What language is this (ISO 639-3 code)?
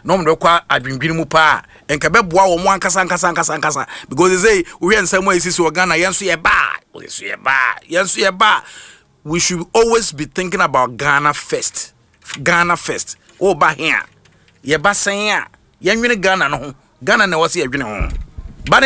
aka